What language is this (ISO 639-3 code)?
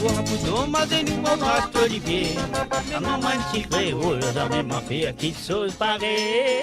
mfe